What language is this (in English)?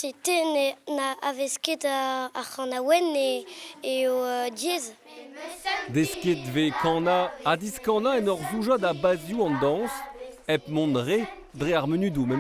Breton